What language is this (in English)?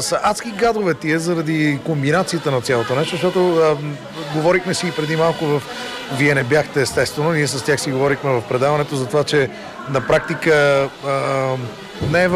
Bulgarian